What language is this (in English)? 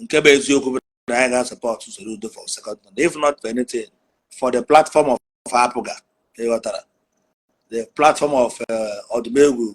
Igbo